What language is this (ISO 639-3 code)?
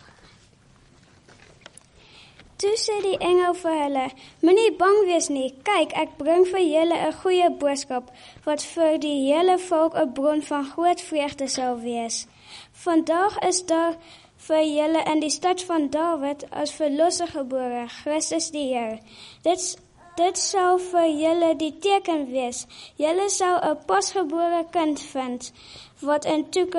afr